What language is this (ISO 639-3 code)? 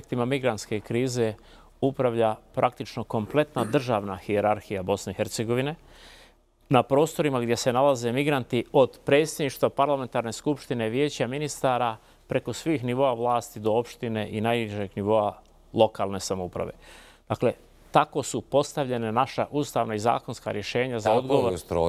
bos